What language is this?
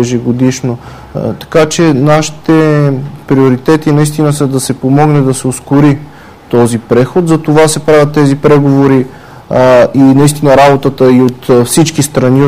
Bulgarian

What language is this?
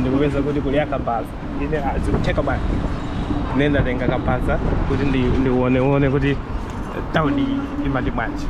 Nyanja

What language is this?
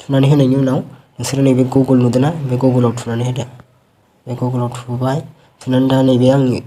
Bodo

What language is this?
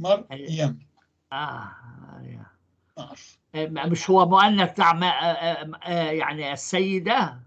North Levantine Arabic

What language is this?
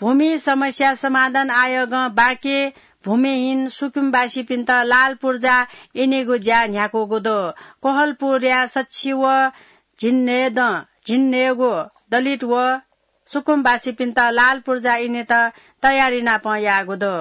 Newari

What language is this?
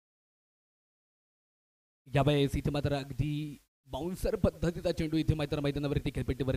Marathi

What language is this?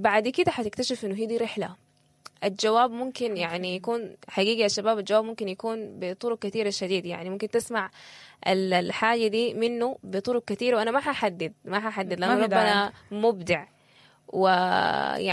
Sudanese Arabic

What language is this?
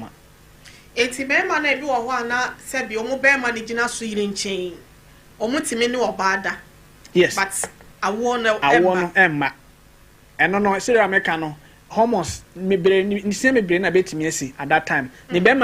Akan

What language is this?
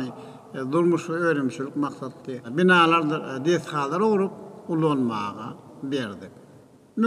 Turkmen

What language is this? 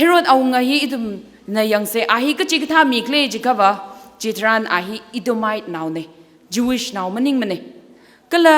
Tangkhul Naga (India)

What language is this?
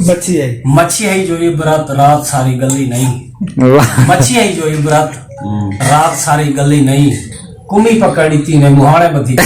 Saraiki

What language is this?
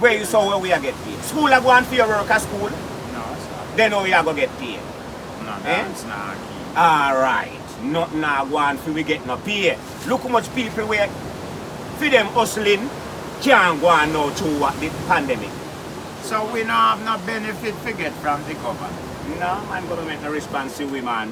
Jamaican Creole English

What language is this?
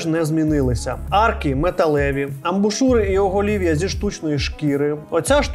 Ukrainian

